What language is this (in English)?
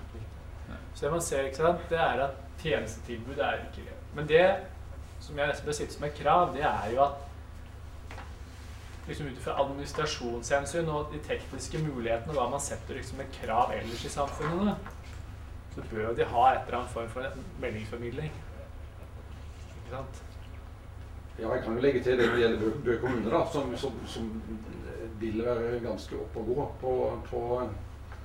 Norwegian